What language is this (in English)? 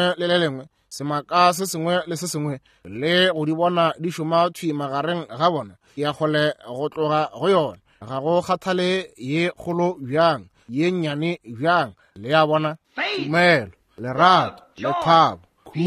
Northern Sotho